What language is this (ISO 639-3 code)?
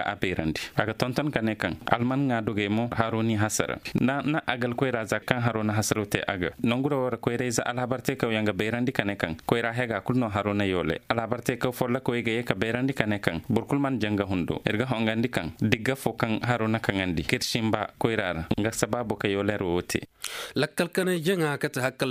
ses